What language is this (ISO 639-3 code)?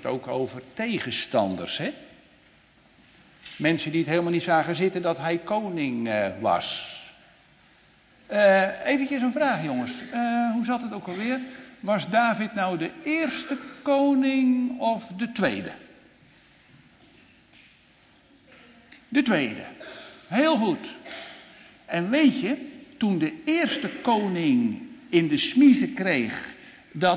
nld